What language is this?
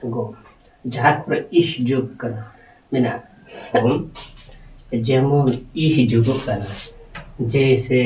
Santali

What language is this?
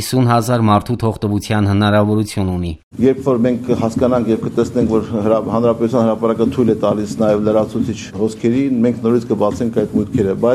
Armenian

